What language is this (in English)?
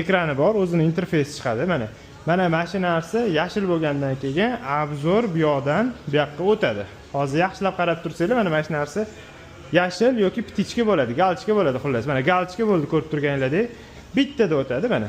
Uzbek